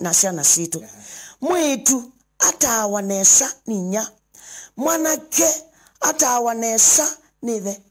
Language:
Kamba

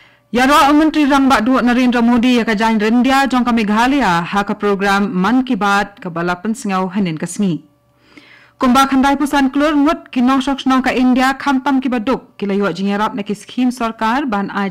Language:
Khasi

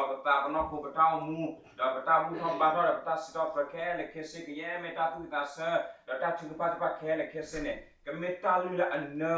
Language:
S'gaw Karen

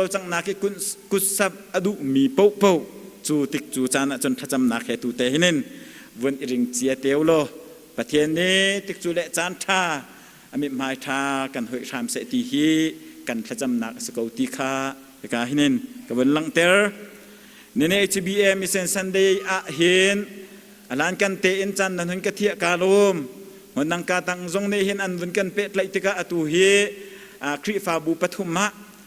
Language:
Hakha Chin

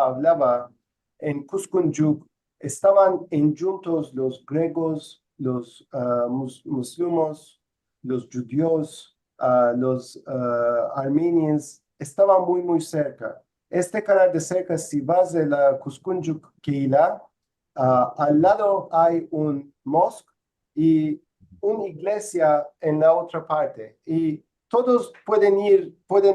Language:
Ladino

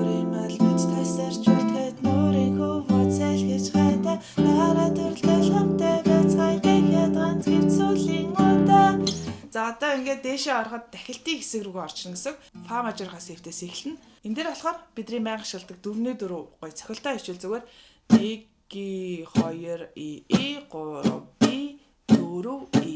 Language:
Mongolian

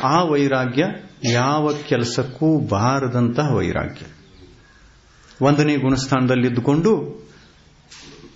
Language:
Kannada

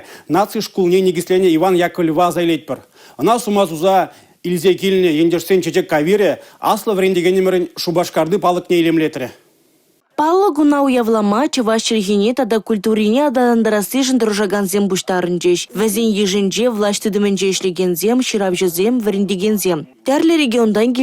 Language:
Chuvash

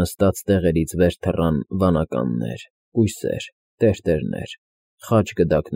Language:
Armenian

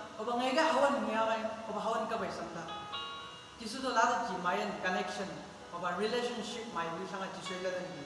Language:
Chang Naga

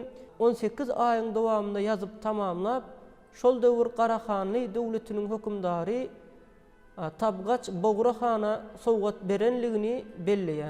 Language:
Turkmen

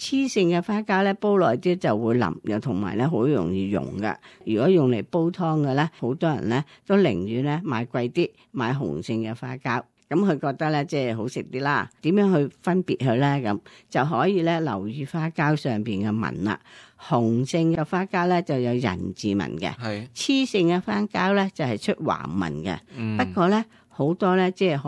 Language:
Cantonese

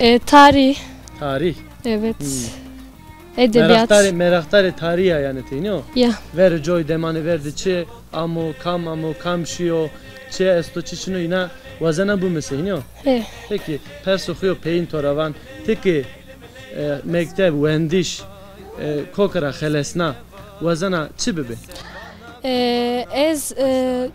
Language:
Zaza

